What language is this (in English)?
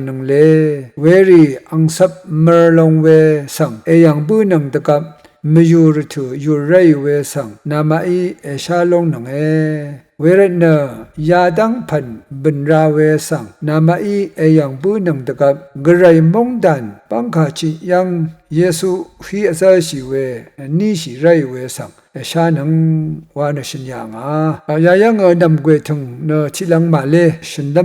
Rawang